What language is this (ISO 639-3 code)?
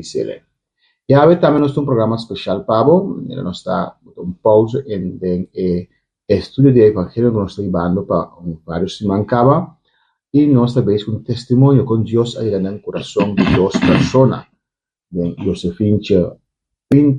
pap